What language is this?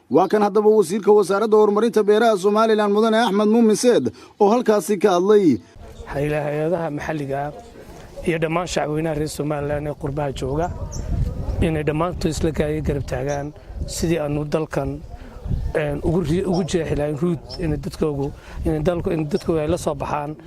Somali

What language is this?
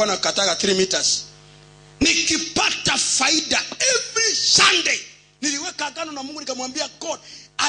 Swahili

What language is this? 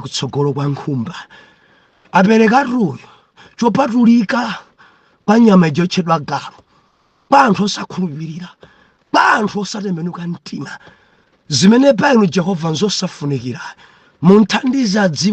Nyanja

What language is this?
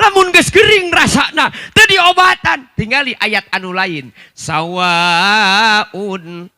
Sundanese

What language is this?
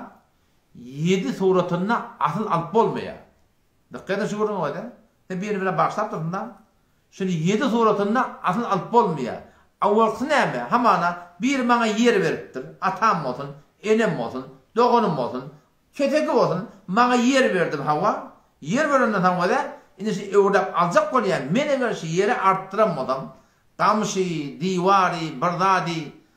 Turkmen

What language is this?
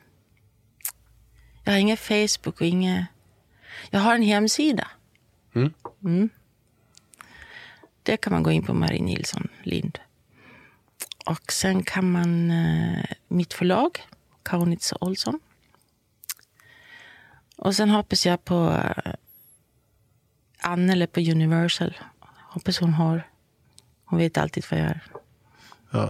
Swedish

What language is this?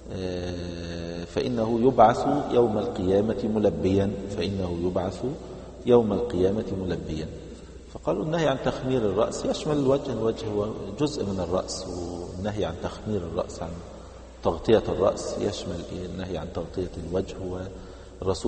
Arabic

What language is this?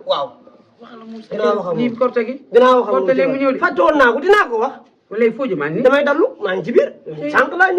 Wolof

